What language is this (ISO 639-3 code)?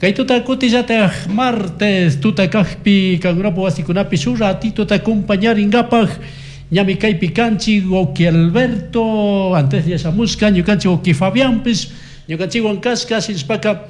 qug